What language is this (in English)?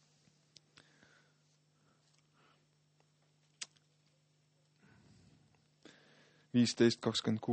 Estonian